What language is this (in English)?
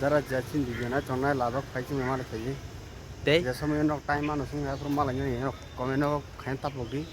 Kok Borok